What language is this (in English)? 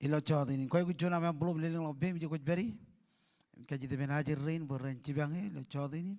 Marshallese